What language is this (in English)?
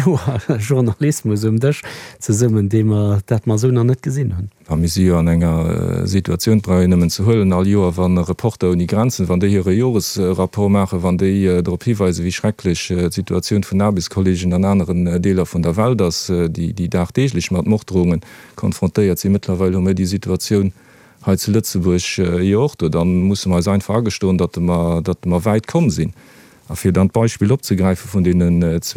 Luxembourgish